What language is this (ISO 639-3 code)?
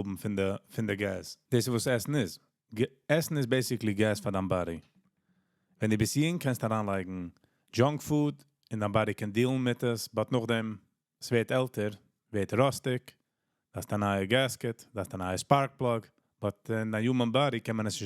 yid